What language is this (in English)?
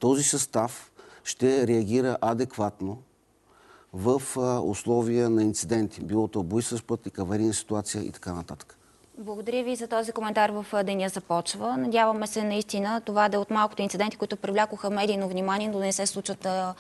Bulgarian